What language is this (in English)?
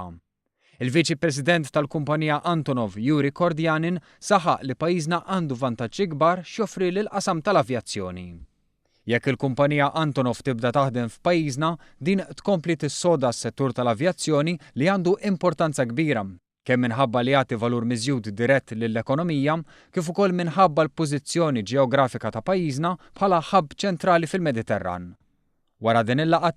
Maltese